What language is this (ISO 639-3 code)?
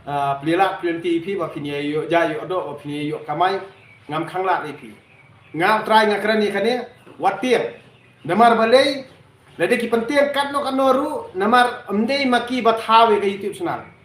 kha